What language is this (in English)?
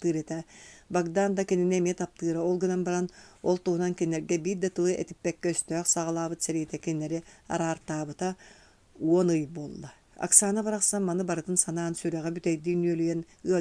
Yakut